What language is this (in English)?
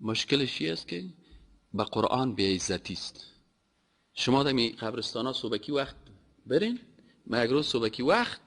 Persian